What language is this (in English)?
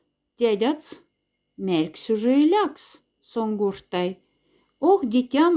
Moksha